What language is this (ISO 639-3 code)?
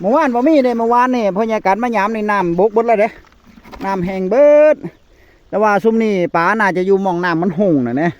tts